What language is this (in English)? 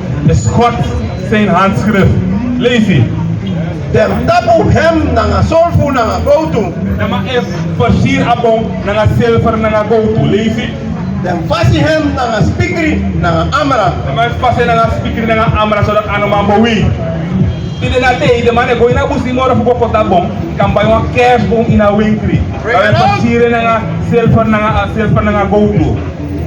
Sranan Tongo